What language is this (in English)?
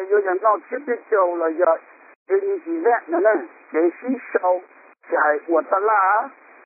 Hmong